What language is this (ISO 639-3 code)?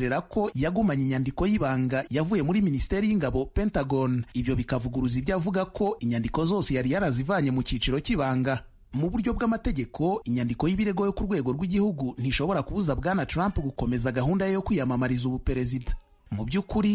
kin